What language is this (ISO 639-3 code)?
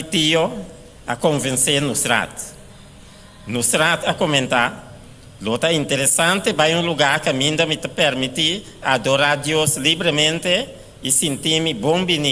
pap